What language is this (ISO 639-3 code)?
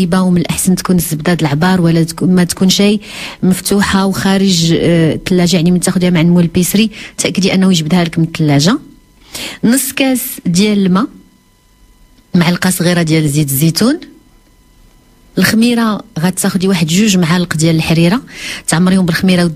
ary